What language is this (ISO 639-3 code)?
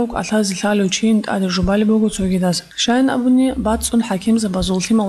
ava